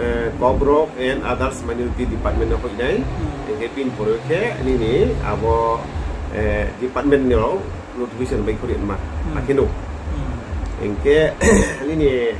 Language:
Riang (India)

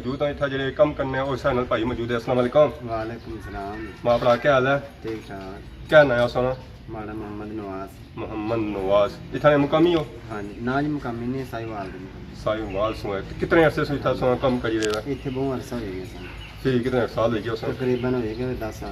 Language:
Pahari-Potwari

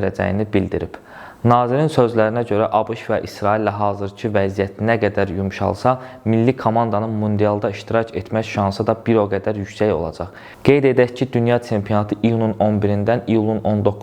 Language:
Azerbaijani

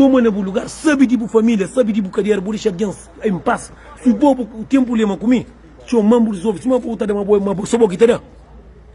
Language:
Kabuverdianu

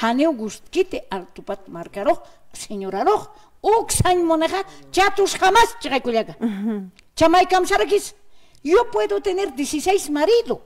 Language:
Aymara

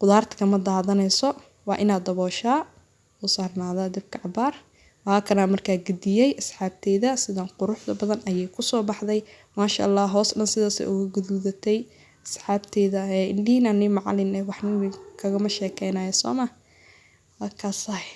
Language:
Somali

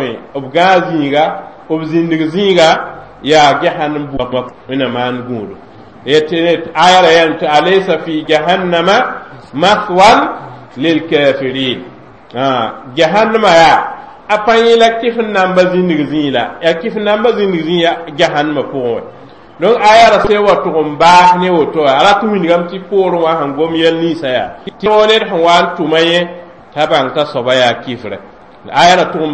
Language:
Mossi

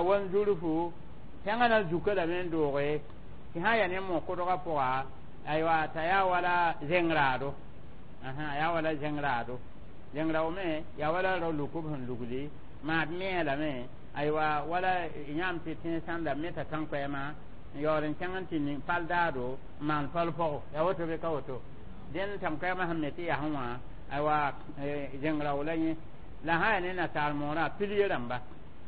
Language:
Mossi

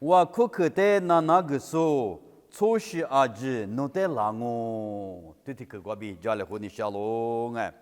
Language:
Lisu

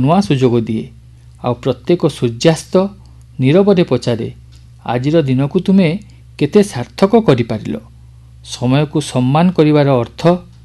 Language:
Odia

